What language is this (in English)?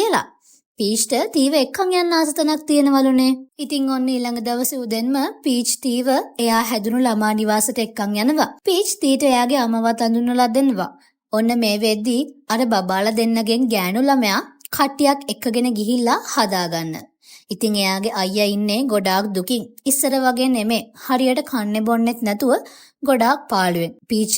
Sinhala